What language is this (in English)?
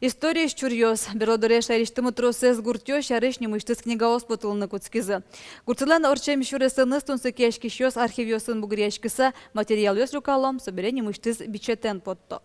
Udmurt